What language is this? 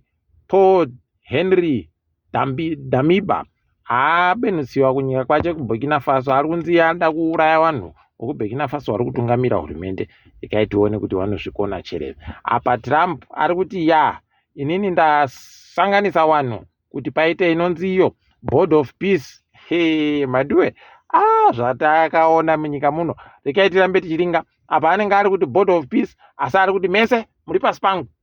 Ndau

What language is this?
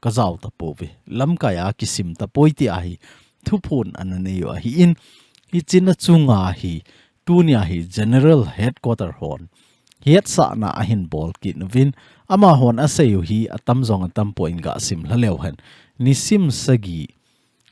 Thado Chin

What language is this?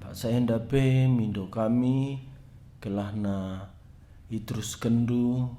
Batak Karo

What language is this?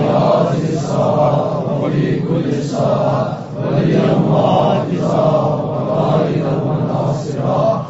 Kashmiri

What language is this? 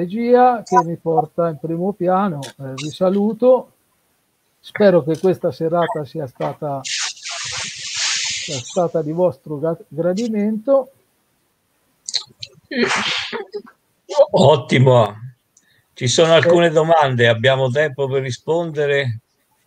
Italian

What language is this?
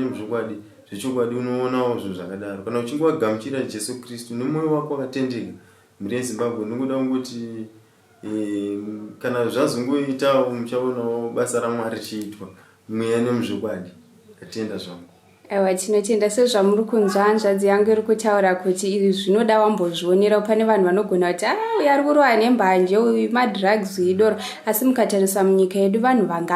Shona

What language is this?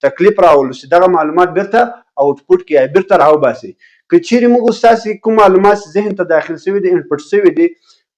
Pashto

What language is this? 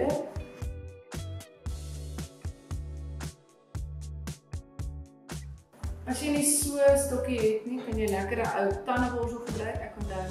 Afrikaans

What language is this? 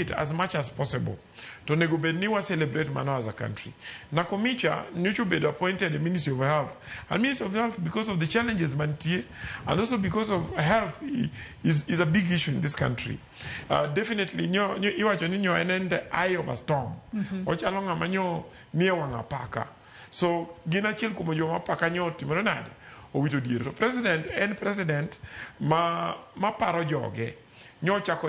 Luo (Kenya and Tanzania)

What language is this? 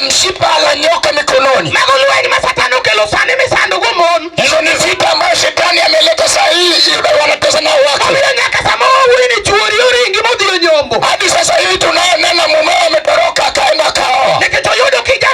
Luo (Kenya and Tanzania)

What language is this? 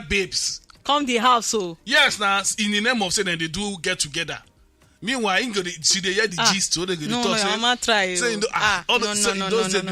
Nigerian Pidgin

